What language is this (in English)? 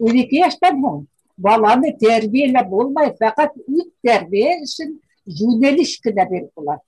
Bashkir